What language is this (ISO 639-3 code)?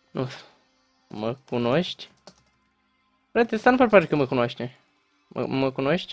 ron